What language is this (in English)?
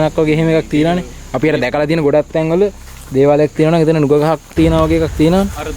Sinhala